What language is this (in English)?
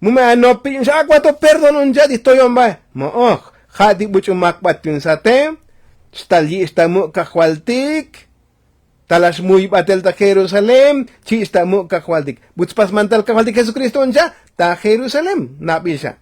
Tzotzil